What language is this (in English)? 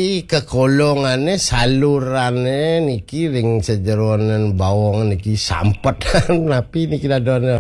Balinese